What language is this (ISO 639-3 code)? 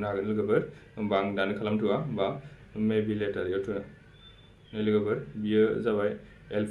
brx